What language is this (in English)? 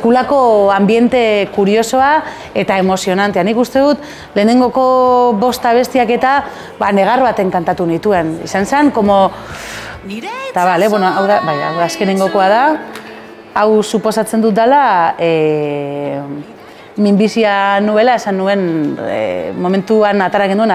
Basque